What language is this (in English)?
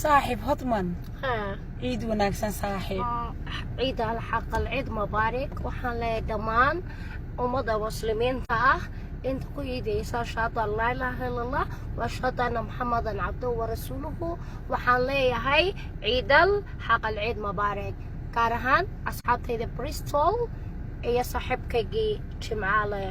Somali